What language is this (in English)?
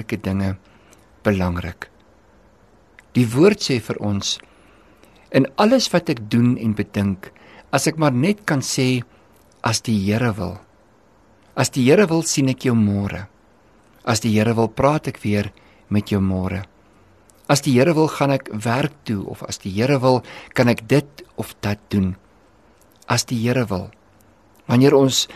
Afrikaans